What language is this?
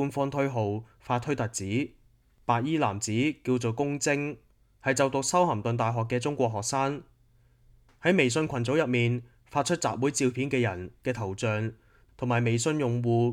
Cantonese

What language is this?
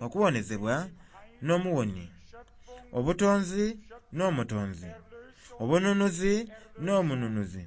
Soga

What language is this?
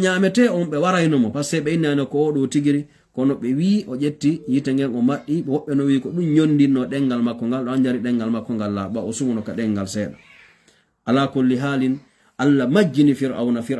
Fula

